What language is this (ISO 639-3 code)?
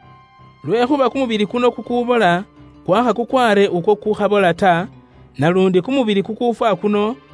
luy